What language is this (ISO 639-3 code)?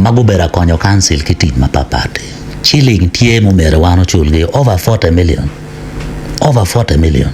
ach